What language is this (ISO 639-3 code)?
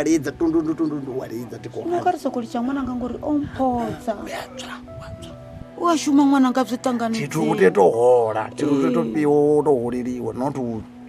ven